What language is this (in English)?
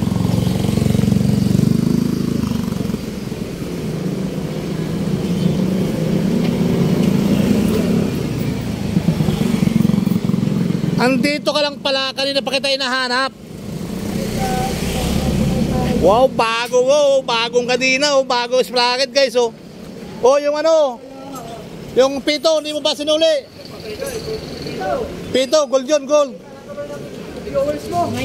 Filipino